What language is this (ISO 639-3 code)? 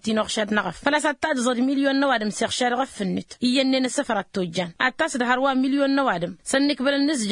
taq